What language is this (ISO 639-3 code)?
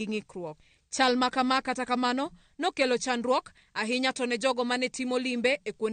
luo